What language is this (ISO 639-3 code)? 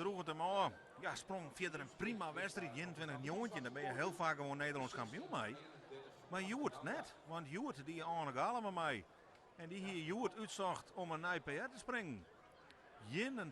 fry